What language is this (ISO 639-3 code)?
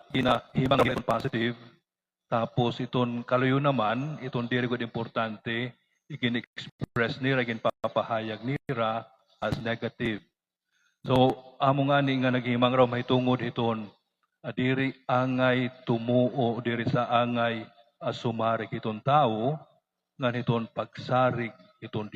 war